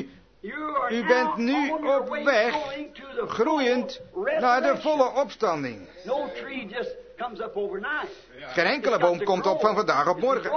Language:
Dutch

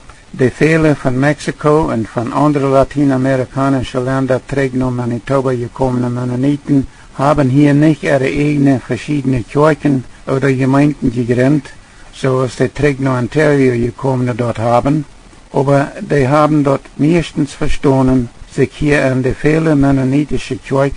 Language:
Plautdietsch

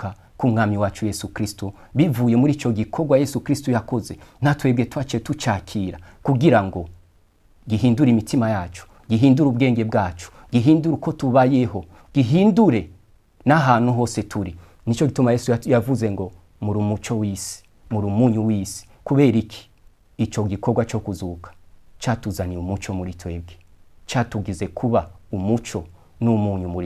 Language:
Rundi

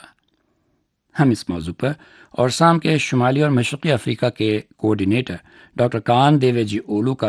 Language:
Urdu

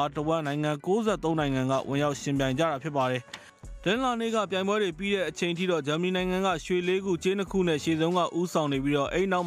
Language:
Burmese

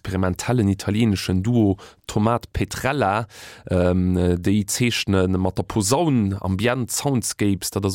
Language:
Luxembourgish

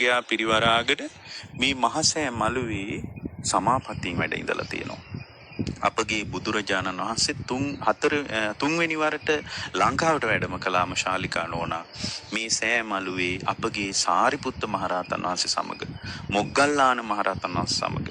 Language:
Sinhala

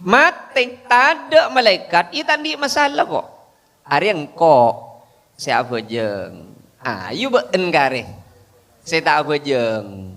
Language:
Madurese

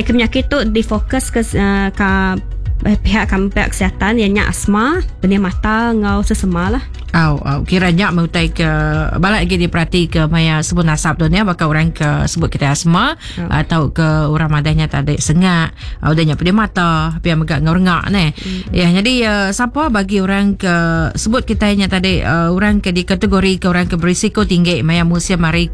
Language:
Iban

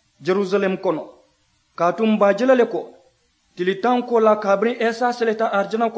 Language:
Mandingo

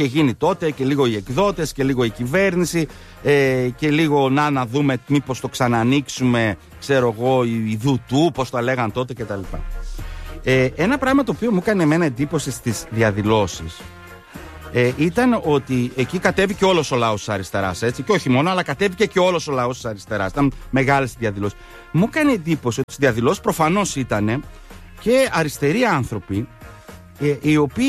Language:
Greek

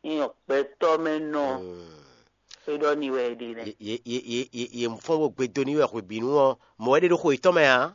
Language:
Fon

